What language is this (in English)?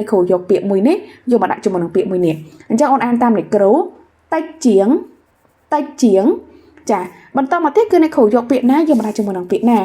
Khmer